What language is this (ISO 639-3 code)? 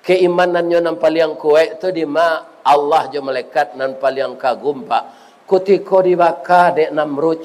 min